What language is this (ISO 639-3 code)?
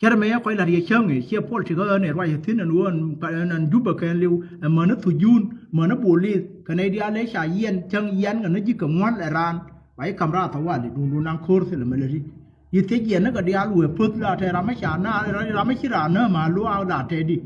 nus